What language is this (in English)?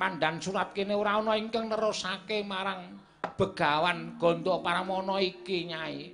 Javanese